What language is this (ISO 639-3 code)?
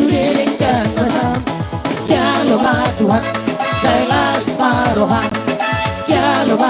bbc